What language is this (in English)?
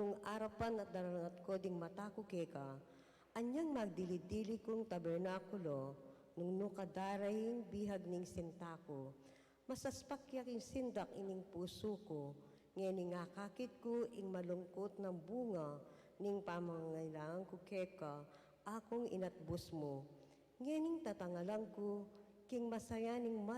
Pampanga